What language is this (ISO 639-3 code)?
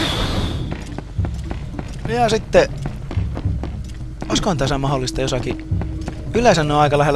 fin